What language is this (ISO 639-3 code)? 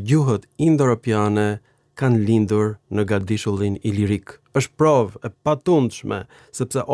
sqi